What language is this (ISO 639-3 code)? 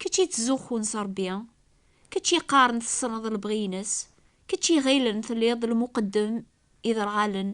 kab